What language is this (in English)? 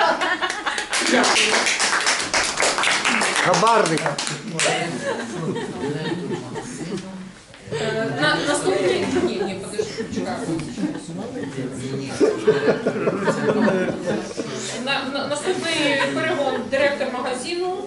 Ukrainian